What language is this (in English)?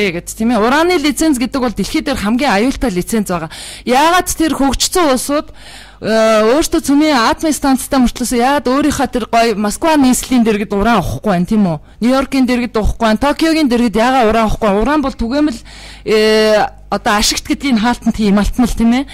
Mongolian